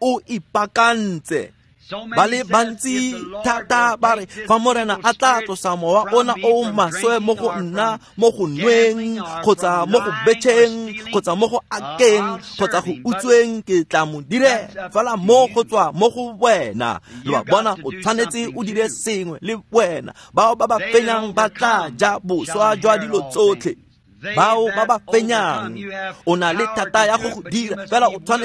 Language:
Tswana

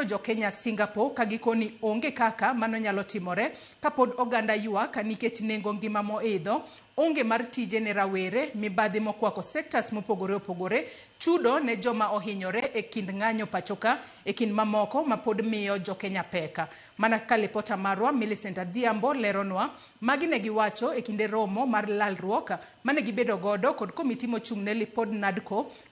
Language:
Luo (Kenya and Tanzania)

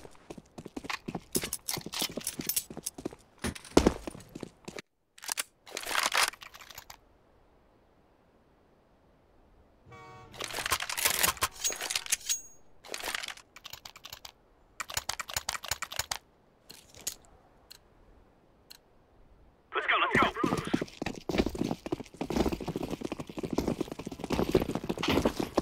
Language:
English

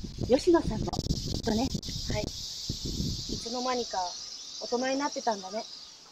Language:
Japanese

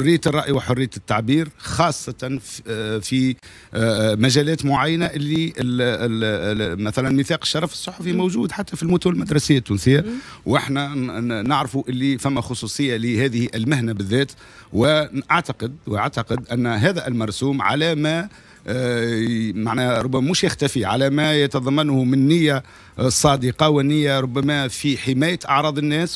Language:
Tunisian Arabic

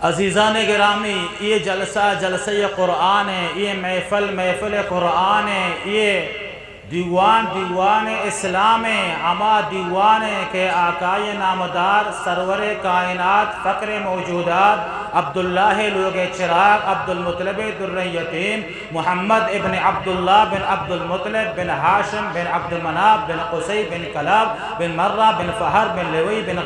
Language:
Eastern Balochi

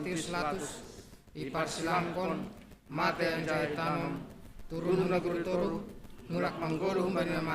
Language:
Batak Simalungun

